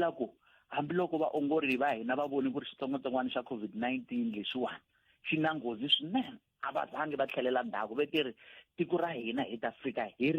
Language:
Tsonga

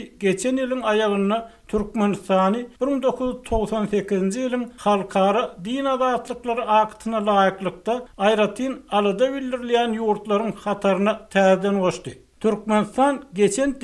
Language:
Turkmen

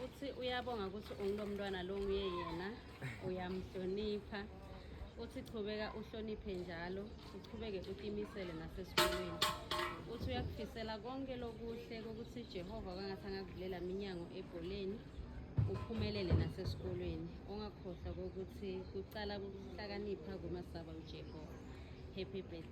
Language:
Swati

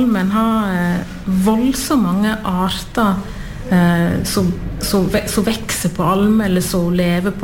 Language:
Norwegian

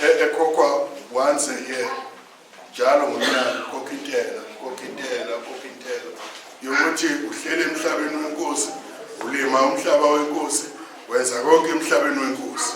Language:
Zulu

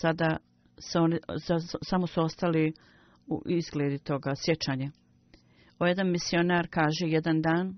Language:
Bosnian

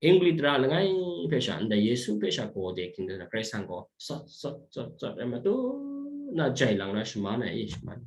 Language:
Kachin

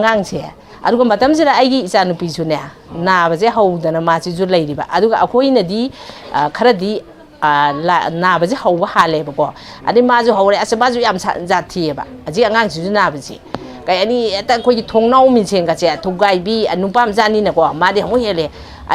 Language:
Manipuri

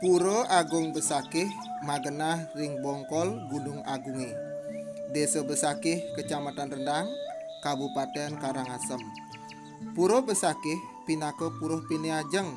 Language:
Balinese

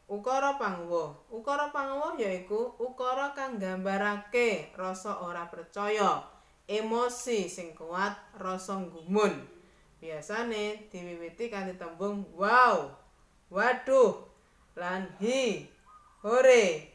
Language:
Javanese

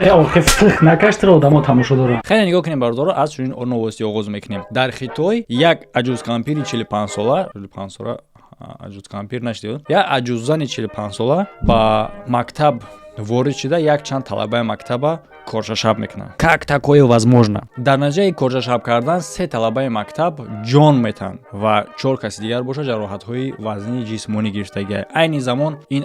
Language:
Tajik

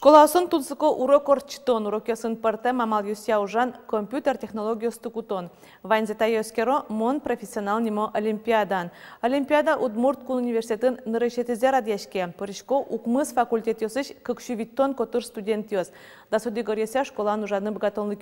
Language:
Udmurt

